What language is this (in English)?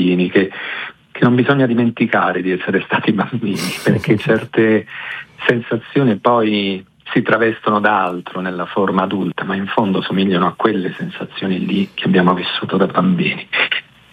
Italian